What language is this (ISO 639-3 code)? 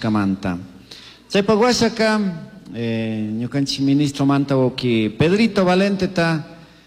qug